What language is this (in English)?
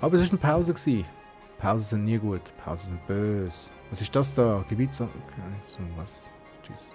Swiss German